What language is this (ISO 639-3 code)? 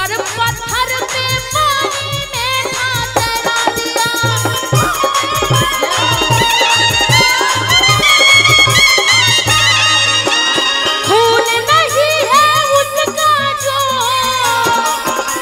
bho